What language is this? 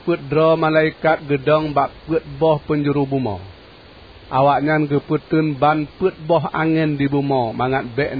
Achinese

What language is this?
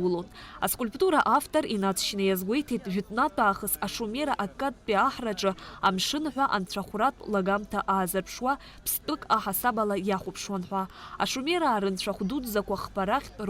Abkhazian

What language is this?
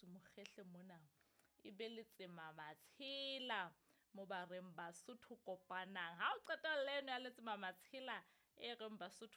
Southern Sotho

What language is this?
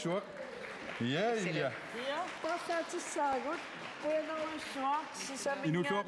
Kalaallisut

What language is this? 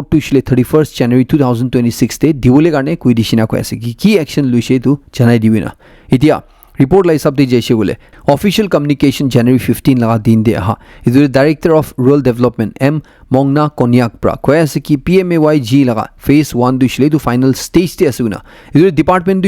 Naga Pidgin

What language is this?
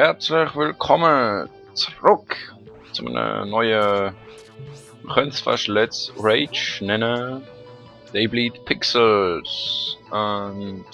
Swiss German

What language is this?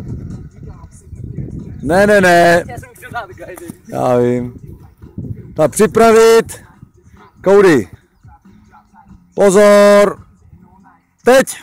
Czech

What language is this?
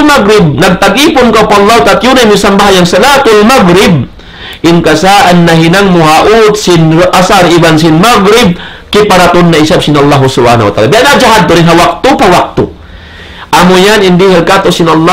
Tausug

